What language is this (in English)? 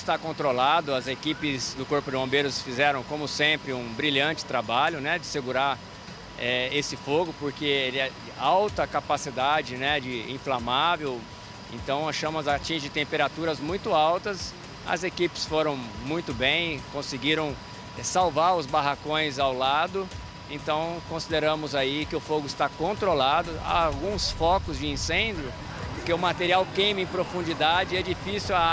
Portuguese